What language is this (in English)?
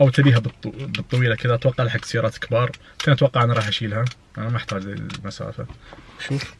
Najdi Arabic